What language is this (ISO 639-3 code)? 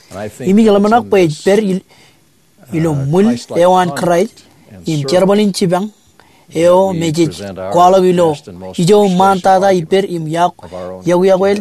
mah